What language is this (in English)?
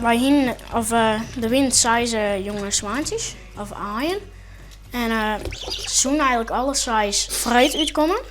Western Frisian